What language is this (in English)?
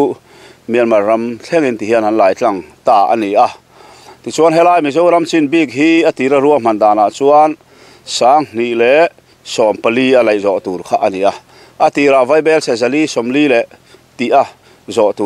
Mizo